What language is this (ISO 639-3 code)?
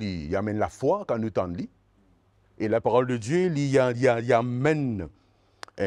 mfe